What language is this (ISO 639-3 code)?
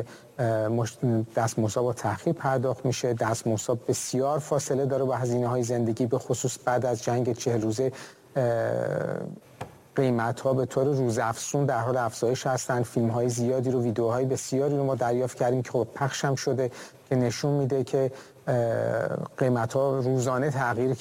fas